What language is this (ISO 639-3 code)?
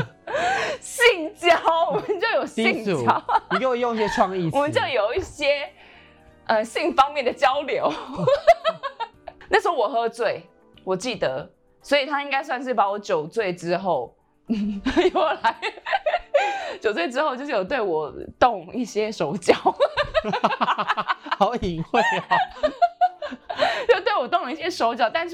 zho